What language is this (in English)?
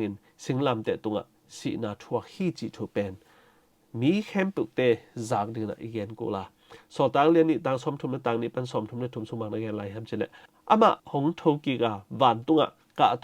Tedim Chin